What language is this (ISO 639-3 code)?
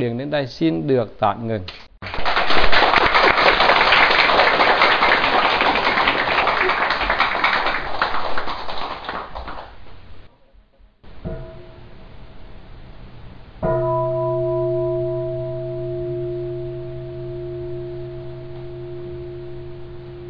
vie